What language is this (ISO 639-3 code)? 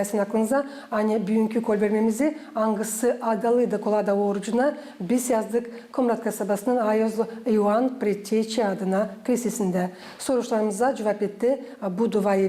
gag